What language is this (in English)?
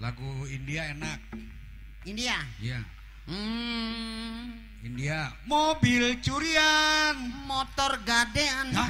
Betawi